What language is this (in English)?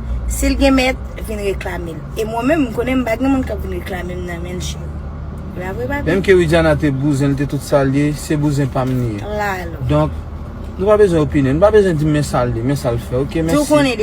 Haitian Creole